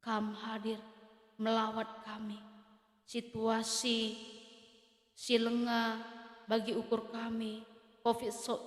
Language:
Batak Karo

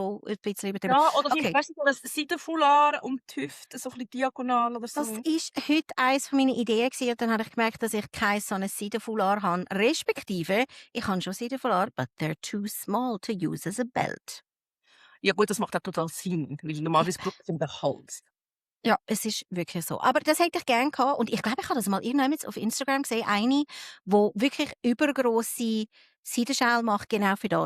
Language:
Swiss German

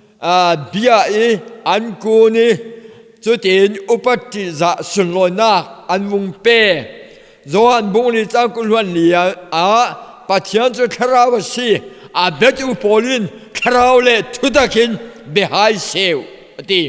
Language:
Falam Chin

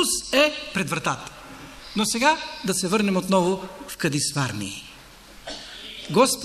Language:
Bulgarian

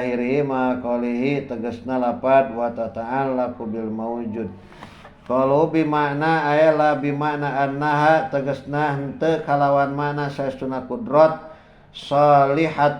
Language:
Sundanese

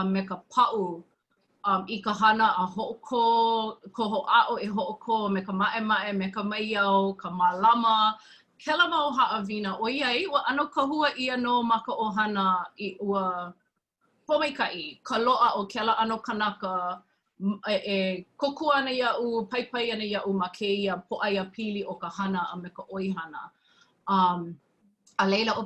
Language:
Hawaiian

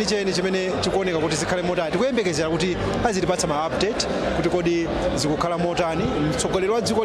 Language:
Nyanja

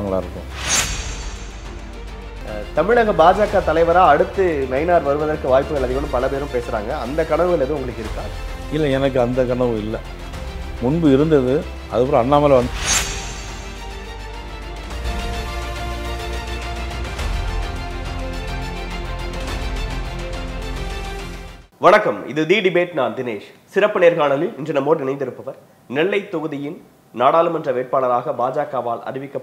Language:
Tamil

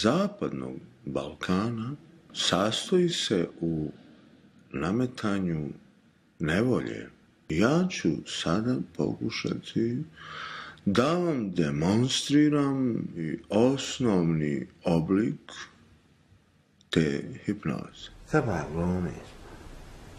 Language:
Bosnian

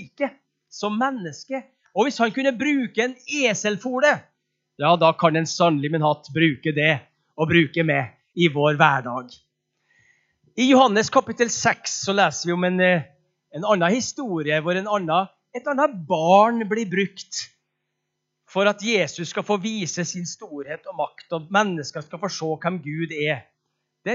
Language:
Norwegian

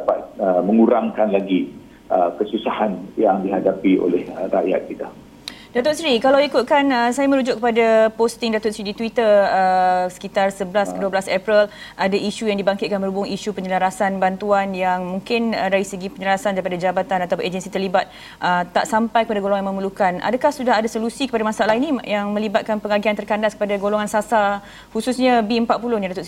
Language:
Malay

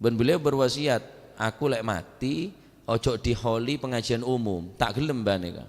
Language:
Madurese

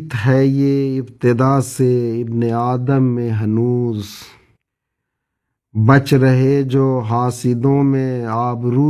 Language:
Urdu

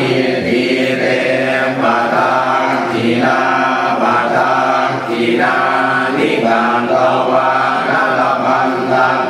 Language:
Pali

